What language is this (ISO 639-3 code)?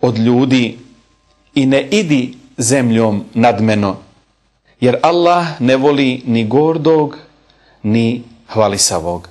bos